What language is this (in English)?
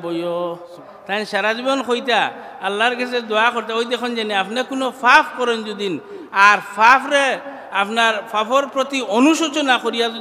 Sylheti